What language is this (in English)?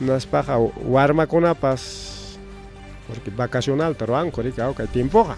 Ayacucho Quechua